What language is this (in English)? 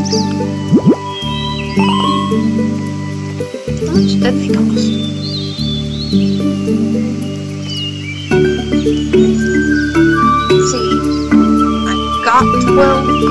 English